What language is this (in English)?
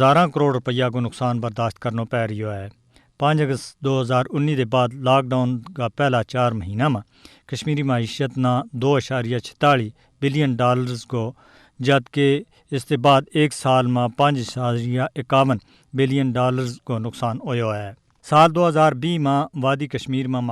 Gujari